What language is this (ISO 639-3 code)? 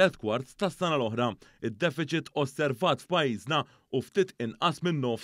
mlt